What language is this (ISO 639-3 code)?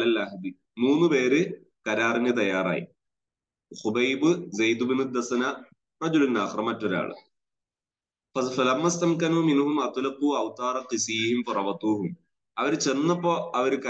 mal